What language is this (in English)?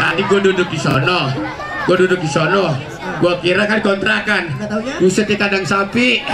Betawi